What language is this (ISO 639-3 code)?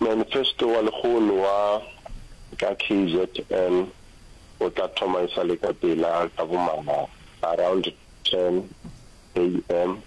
nso